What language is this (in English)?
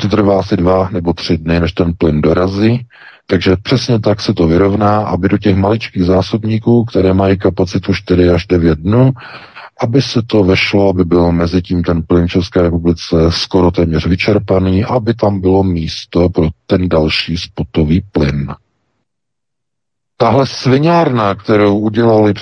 Czech